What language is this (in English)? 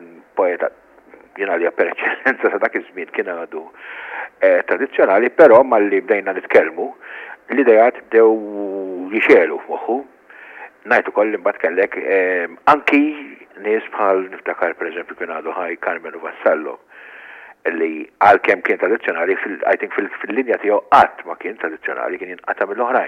Maltese